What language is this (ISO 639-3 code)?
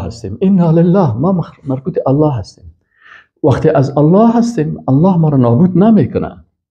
fas